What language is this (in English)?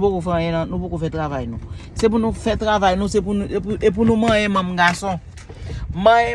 Haitian Creole